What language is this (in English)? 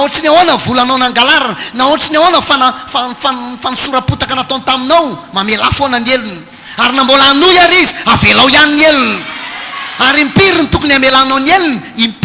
Malagasy